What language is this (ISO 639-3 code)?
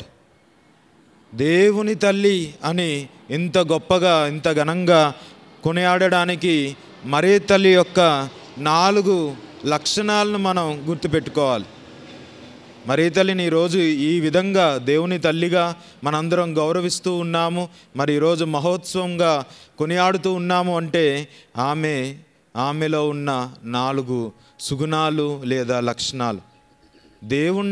tel